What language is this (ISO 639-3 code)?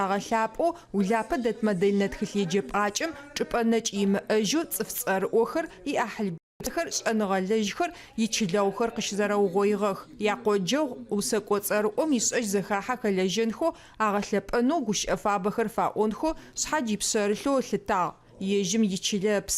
ady